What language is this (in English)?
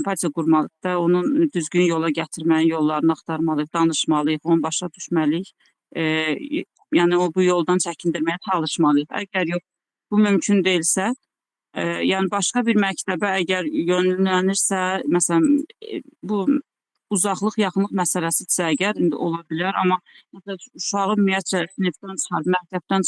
Azerbaijani